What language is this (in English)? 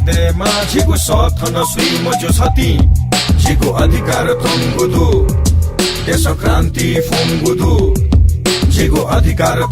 Newari